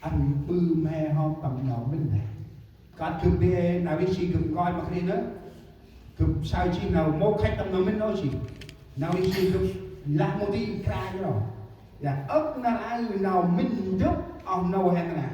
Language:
Central Mnong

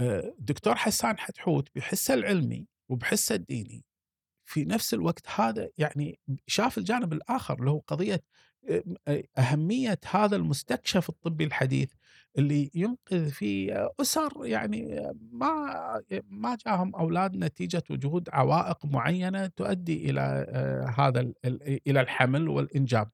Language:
Gulf Arabic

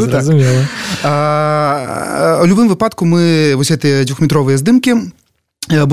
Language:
Belarusian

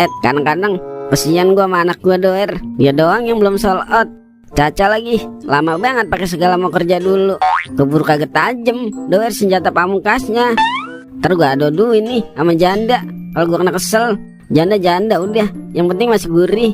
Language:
Betawi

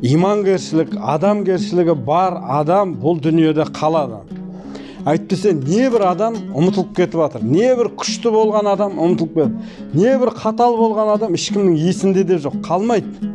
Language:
Kazakh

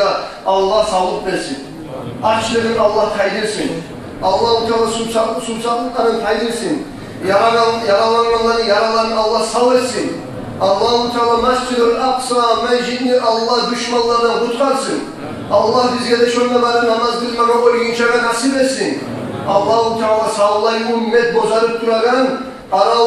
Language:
Kumyk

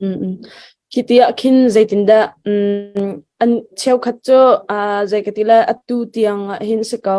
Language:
Hakha Chin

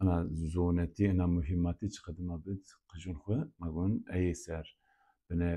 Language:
Zaza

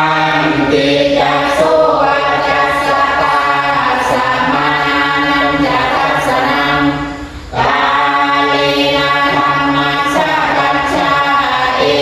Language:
Pali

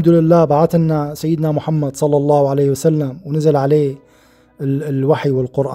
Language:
Arabic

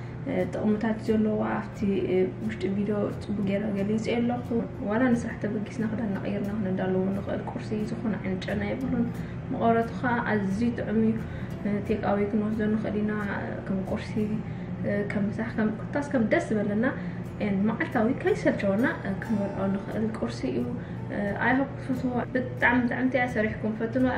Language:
Tigrinya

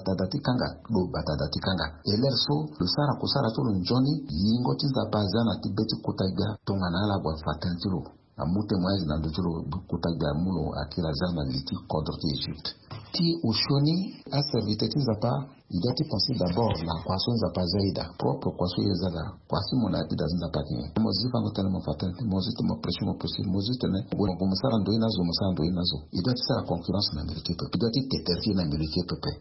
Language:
Sango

